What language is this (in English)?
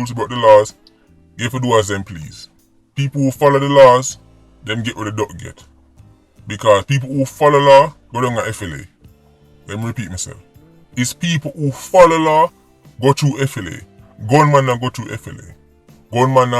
Jamaican Creole English